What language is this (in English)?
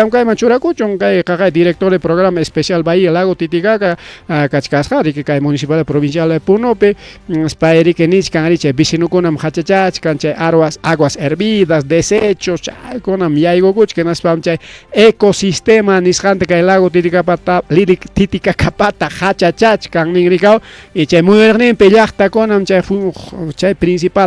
Ayacucho Quechua